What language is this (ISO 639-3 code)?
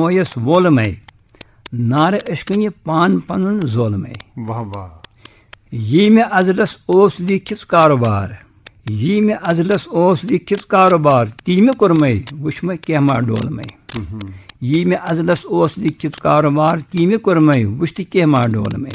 kas